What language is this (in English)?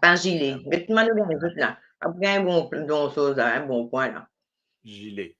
Morisyen